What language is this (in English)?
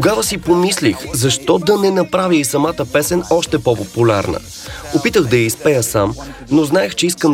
Bulgarian